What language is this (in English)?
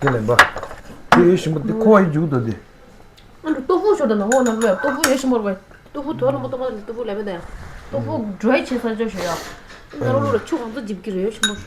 Tibetan